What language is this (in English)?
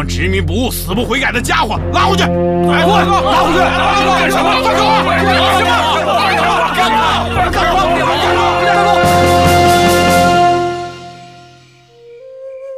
Chinese